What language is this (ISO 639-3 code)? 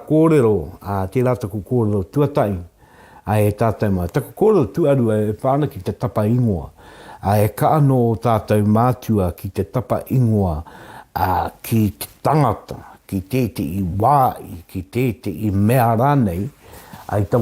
mri